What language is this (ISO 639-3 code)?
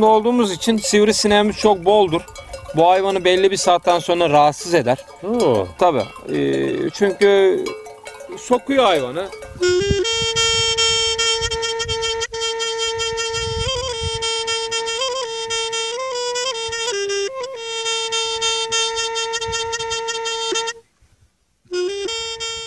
tur